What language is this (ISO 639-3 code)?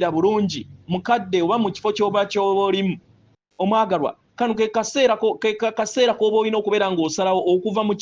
lug